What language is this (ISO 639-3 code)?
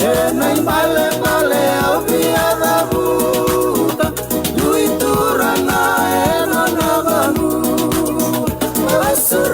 fij